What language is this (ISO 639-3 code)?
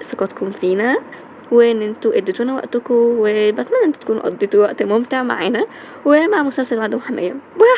arz